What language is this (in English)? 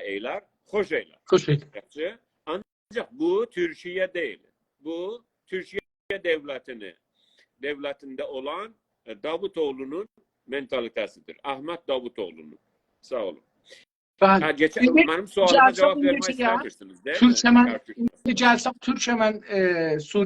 South Azerbaijani